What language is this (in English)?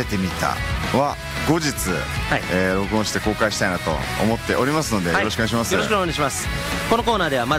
Japanese